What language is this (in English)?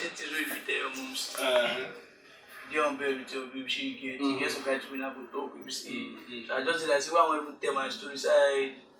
Nigerian Pidgin